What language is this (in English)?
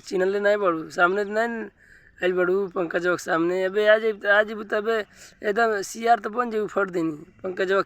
Bhojpuri